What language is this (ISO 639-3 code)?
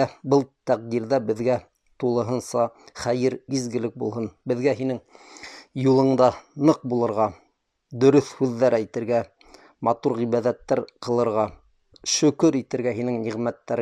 bak